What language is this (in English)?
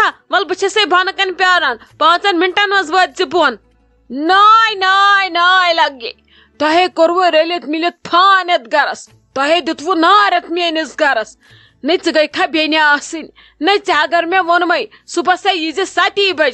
Kashmiri